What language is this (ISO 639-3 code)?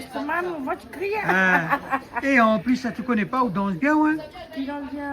rcf